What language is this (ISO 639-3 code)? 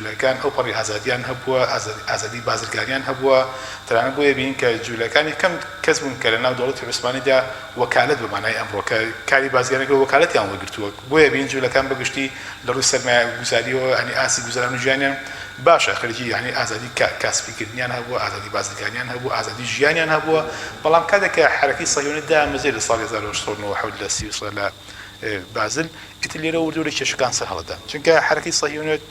ckb